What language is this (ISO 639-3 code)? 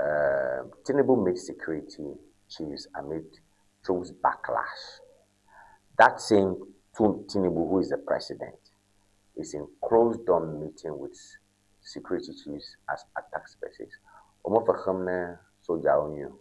ewe